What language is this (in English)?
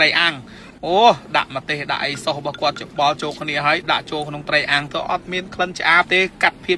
Khmer